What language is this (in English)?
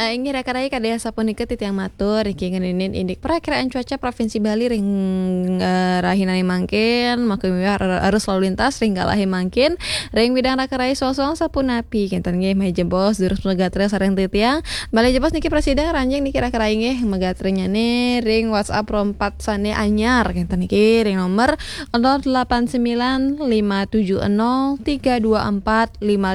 Balinese